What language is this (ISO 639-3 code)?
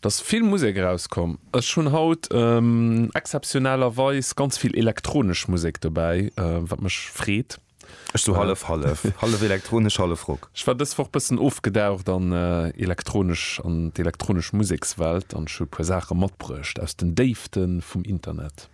ltz